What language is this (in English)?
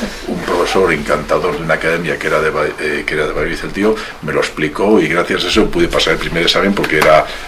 Spanish